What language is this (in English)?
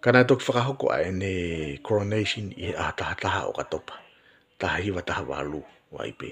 Tongan